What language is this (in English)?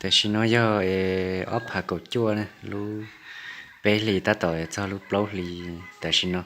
Hmong